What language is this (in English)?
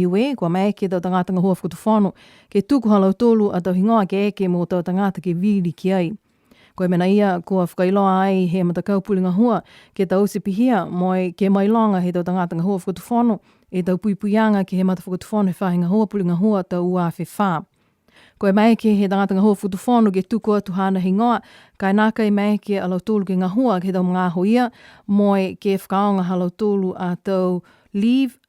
Niuean